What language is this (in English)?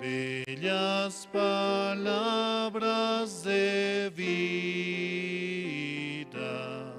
South Bolivian Quechua